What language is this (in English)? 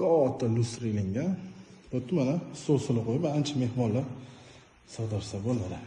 Uzbek